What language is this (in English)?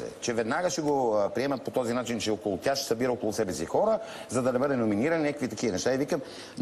Bulgarian